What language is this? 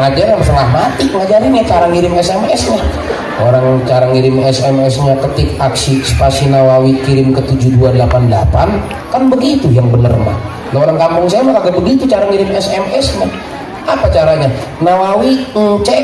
Betawi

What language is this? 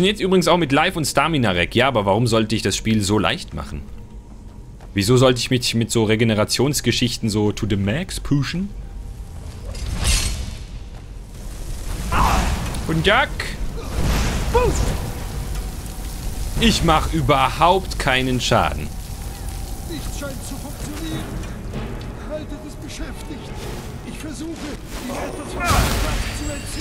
German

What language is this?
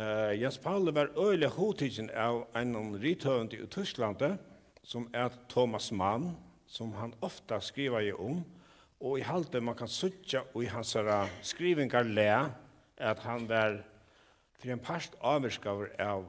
Faroese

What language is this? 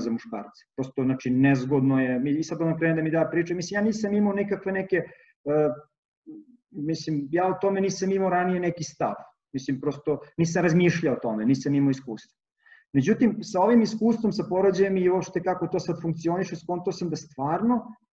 Serbian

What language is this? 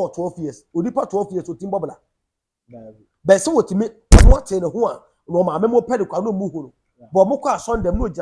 Akan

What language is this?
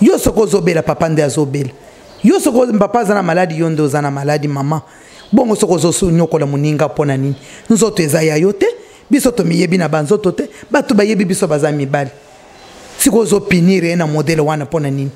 Lingala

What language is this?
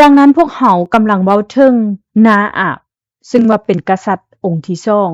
Lao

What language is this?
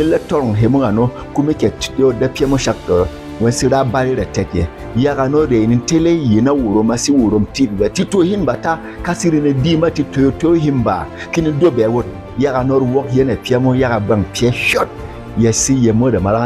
Berom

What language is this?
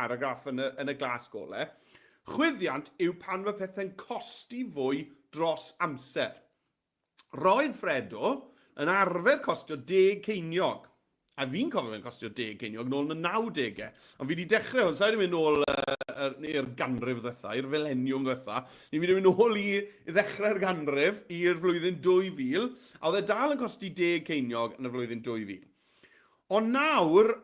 Welsh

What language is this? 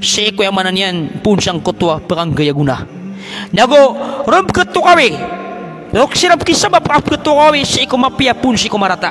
Maranao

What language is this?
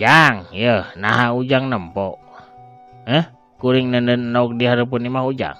Sundanese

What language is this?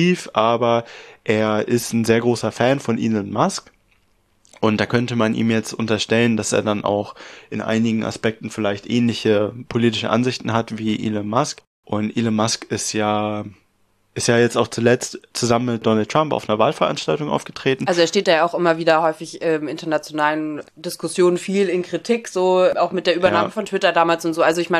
German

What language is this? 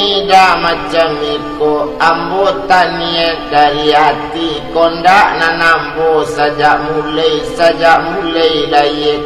Minangkabau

